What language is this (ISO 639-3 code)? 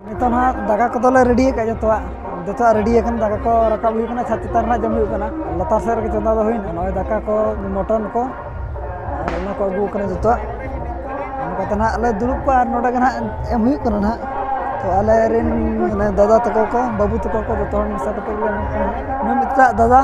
sat